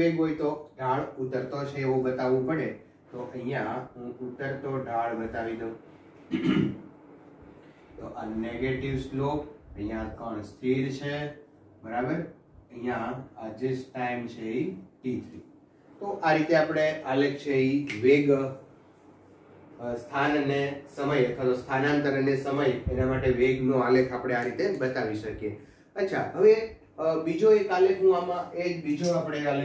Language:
Gujarati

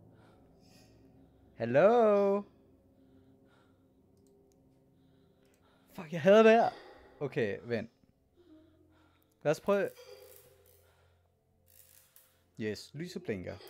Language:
Danish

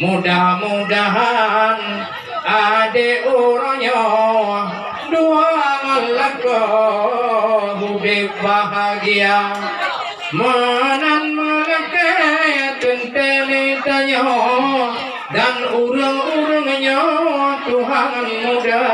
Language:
Achinese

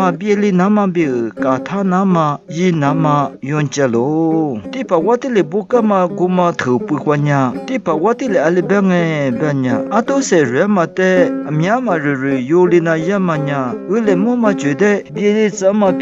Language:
Lisu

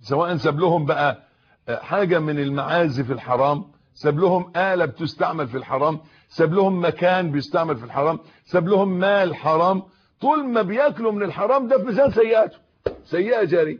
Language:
Egyptian Arabic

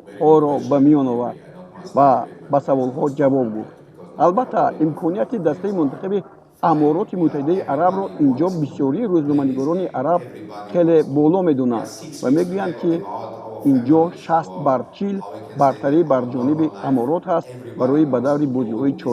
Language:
Tajik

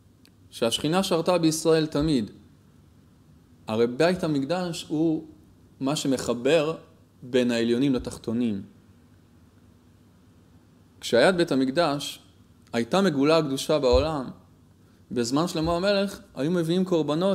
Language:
Hebrew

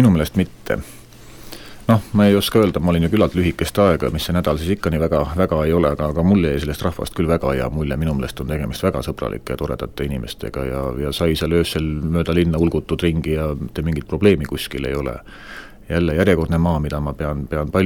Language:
Estonian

